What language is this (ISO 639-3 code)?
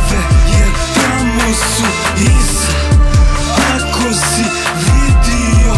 hrv